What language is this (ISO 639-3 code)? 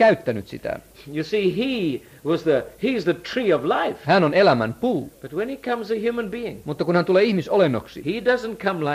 fin